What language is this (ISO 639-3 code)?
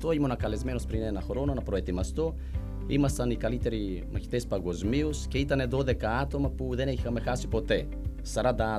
ell